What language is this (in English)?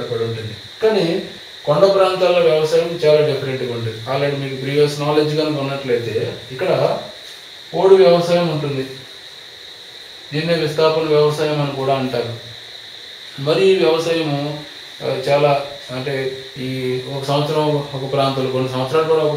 Telugu